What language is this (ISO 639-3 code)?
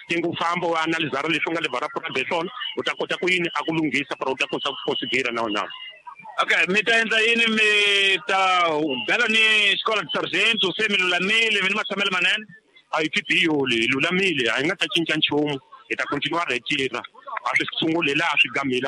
tso